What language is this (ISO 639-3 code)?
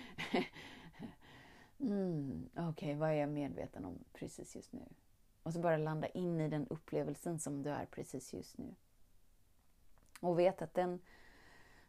swe